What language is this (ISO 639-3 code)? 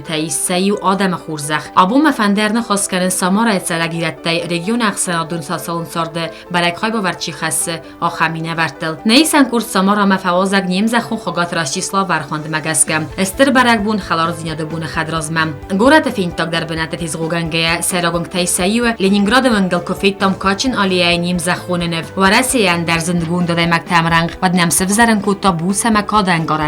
oss